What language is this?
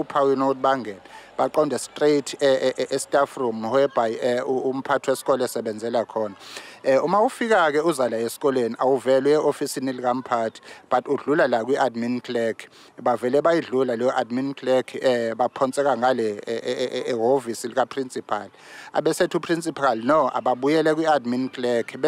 Zulu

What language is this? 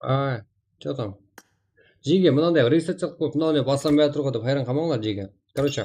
Kara-Kalpak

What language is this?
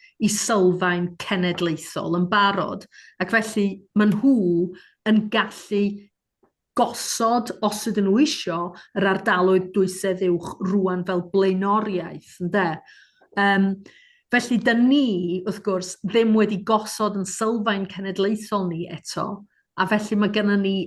Welsh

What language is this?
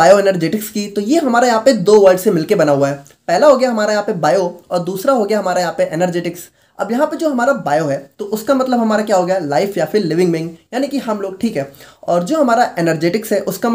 Hindi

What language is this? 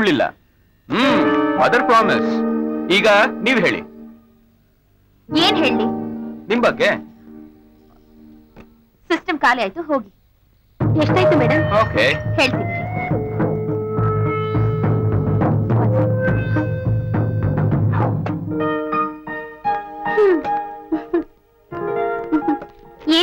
Kannada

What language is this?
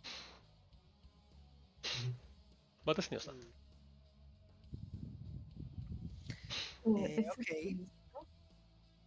Hebrew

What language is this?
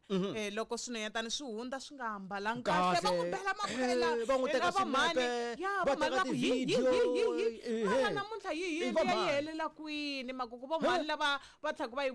Tsonga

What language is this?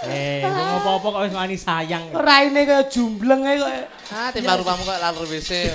Javanese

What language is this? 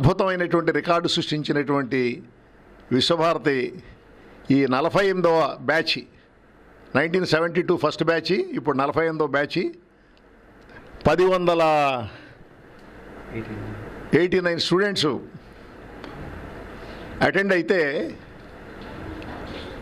Telugu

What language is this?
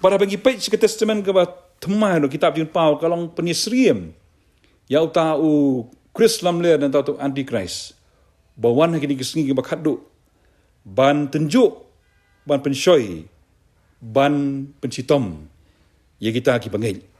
Khasi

